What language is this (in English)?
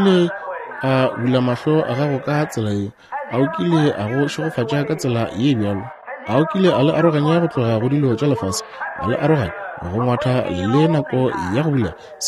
Northern Sotho